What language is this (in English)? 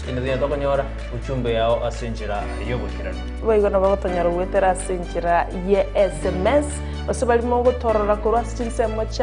Gusii